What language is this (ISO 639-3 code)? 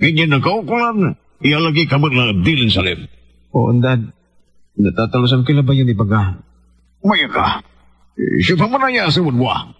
pag